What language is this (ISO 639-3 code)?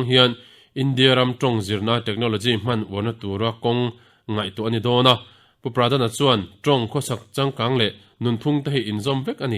lus